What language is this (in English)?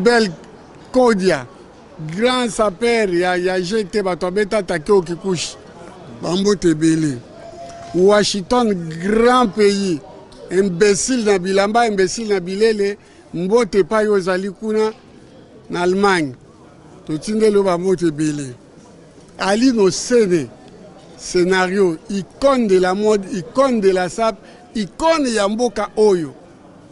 Lingala